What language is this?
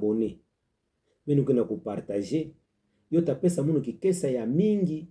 Kituba (Democratic Republic of Congo)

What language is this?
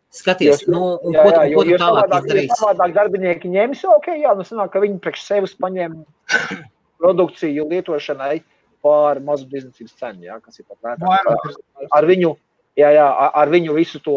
Latvian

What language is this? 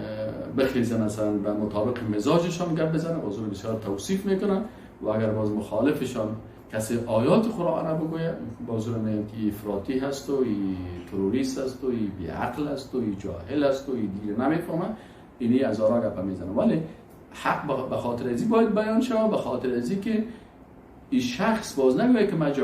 Persian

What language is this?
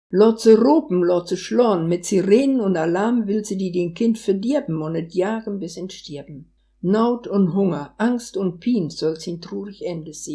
Westphalien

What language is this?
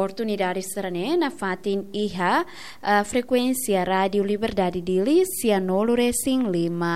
Tetum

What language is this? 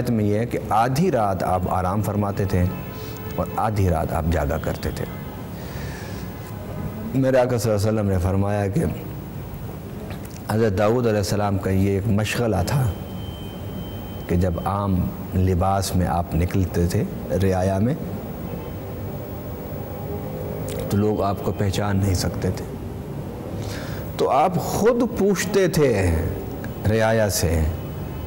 Urdu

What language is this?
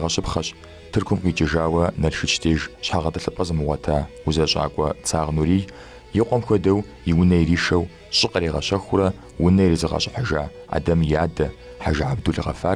Kabardian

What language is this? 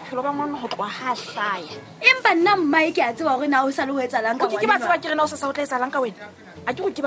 Southern Sotho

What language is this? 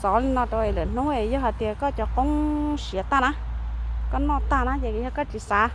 Hmong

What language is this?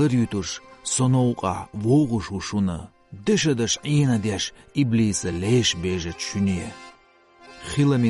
Chechen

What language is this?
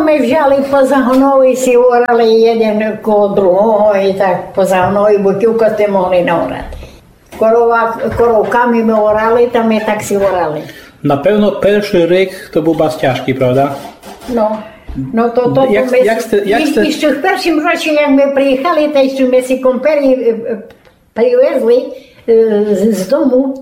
Rusyn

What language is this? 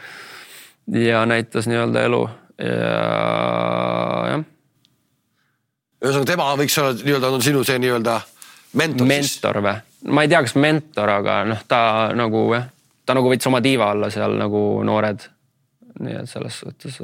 Estonian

